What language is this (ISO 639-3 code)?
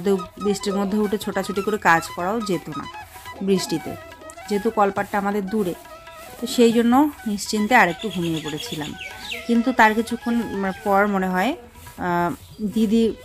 ben